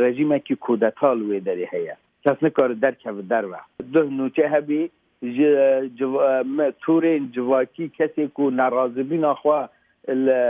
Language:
Kurdish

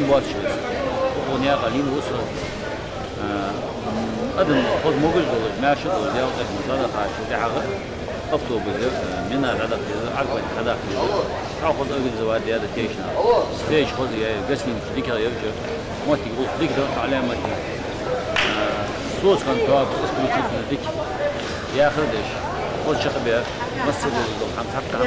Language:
Ingush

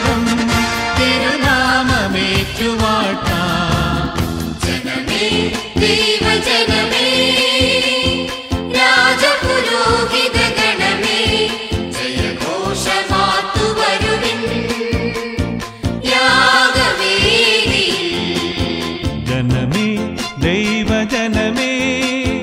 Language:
Malayalam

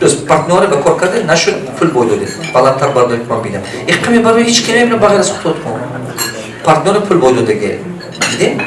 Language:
Tajik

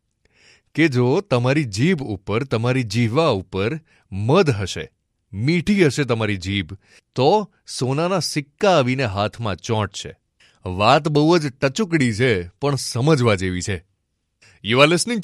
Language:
Gujarati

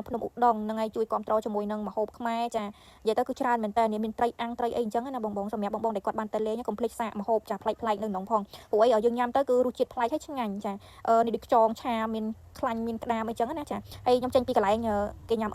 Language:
Khmer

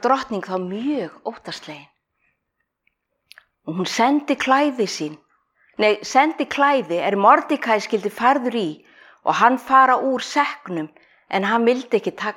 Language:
Icelandic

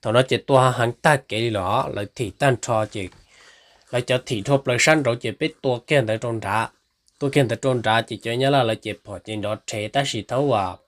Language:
Hmong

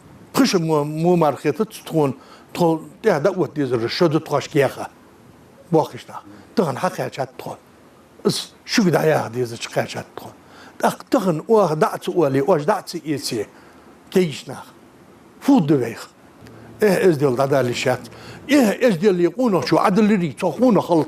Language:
Ingush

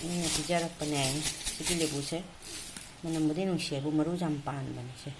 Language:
Manipuri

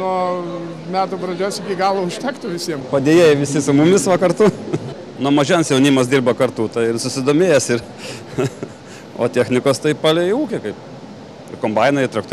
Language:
Lithuanian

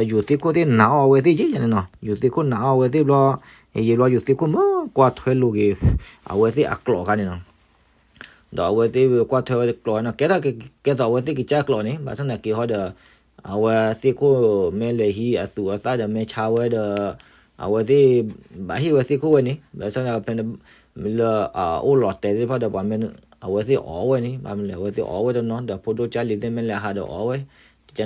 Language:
S'gaw Karen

